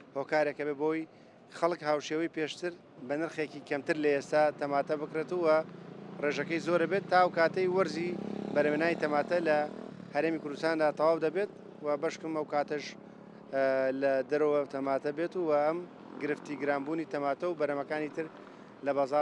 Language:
Central Kurdish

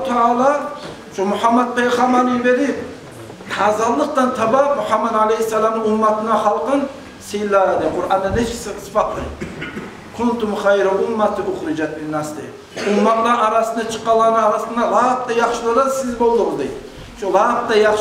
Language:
Kumyk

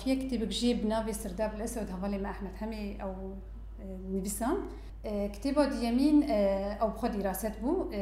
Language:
Kurdish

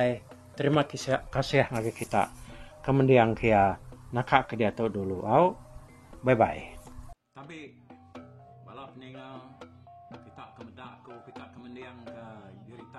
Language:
Iban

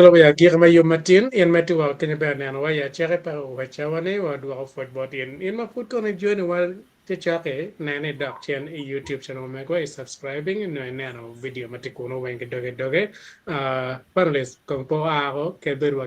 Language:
Acoli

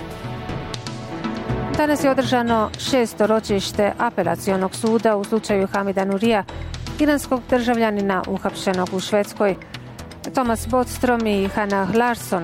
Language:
Bosnian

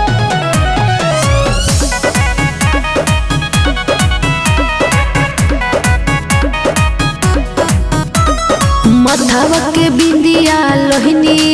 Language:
Bhojpuri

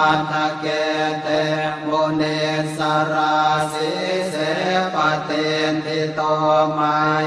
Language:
Pali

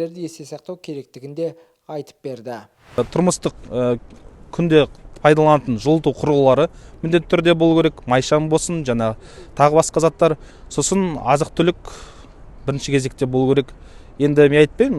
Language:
Kazakh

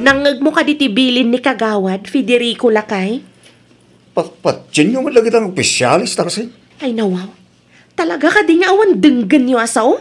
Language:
Iloko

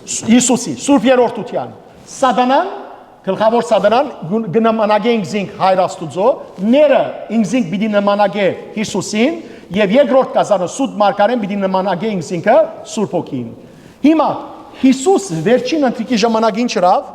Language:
Western Armenian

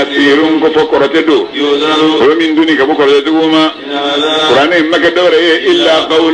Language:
Bambara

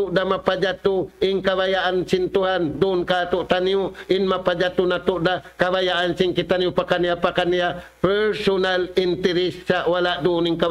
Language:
Tausug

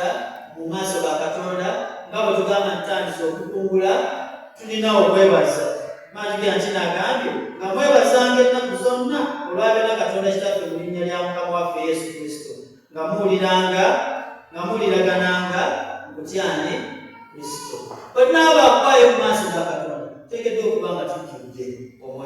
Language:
Ganda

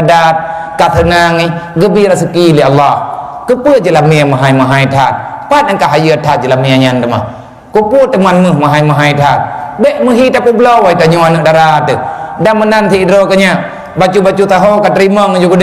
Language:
Achinese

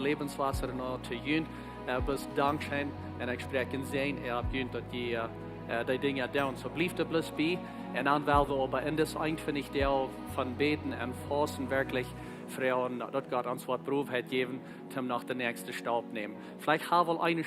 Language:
Plautdietsch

